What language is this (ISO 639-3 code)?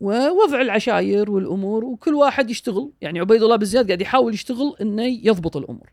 afb